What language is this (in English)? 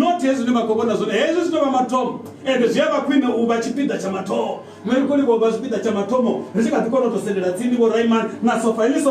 Venda